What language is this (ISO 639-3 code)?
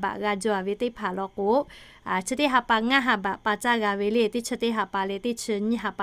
lhu